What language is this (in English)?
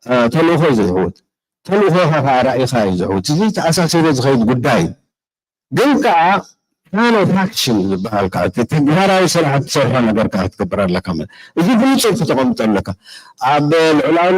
Tigrinya